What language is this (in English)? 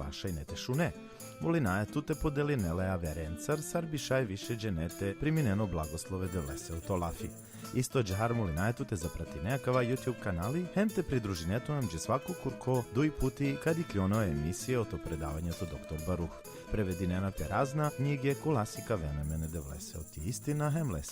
Balkan Romani